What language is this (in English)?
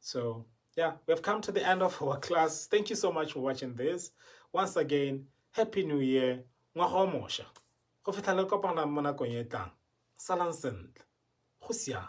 Tswana